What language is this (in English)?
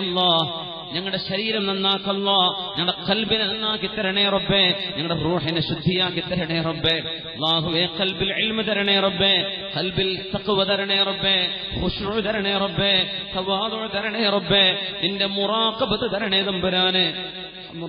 Malayalam